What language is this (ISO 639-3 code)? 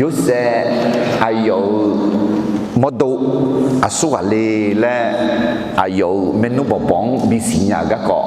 ahk